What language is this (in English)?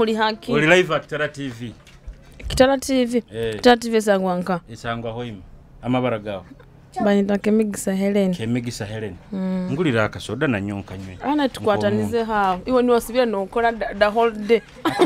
Nyoro